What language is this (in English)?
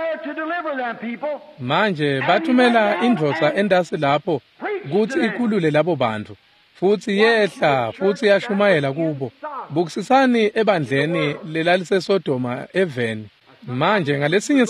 Swati